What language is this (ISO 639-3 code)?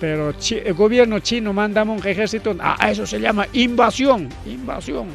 quy